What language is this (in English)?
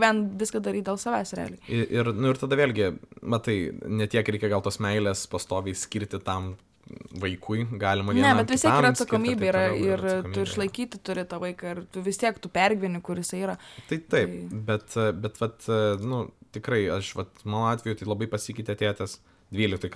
Lithuanian